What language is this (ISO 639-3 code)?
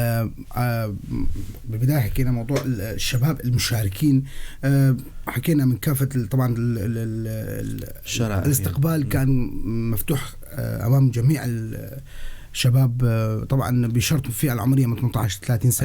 apc